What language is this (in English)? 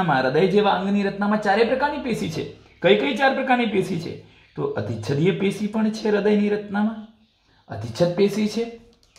Gujarati